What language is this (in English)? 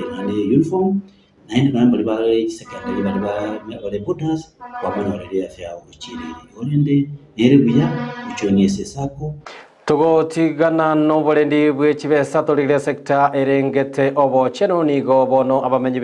Gusii